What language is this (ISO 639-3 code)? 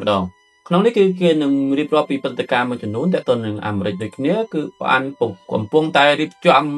khm